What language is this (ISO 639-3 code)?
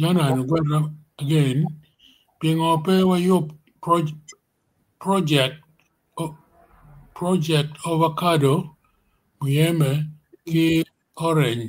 ach